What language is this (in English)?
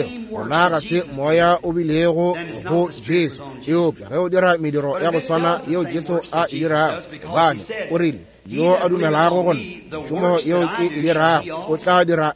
Northern Sotho